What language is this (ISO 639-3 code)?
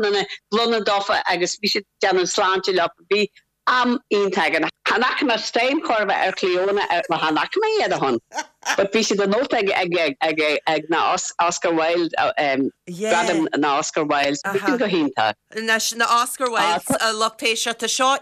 gle